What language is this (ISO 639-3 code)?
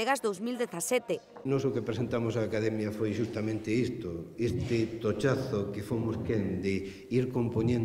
glg